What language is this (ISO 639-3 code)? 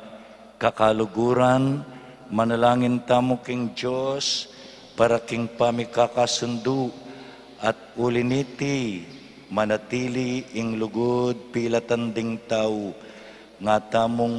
pam